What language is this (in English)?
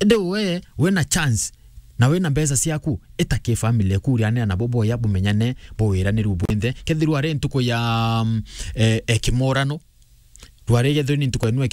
Meru